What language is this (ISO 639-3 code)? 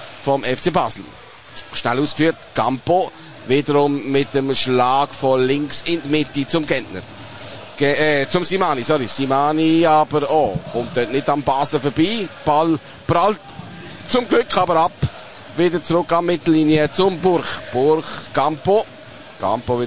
deu